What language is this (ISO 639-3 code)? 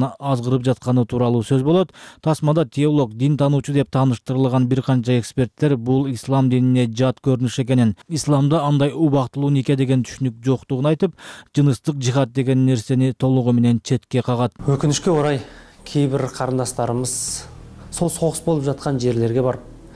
kir